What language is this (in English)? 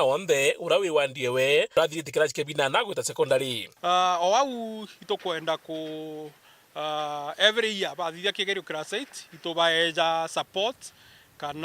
Meru